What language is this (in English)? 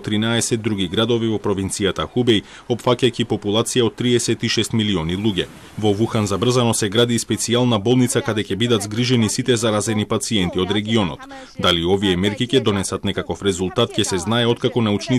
Macedonian